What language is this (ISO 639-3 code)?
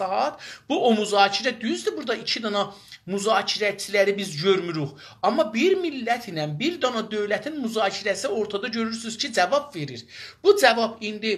azb